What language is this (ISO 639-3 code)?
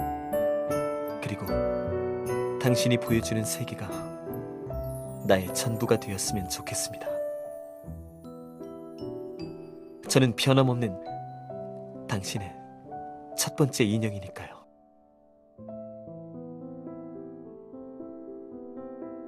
kor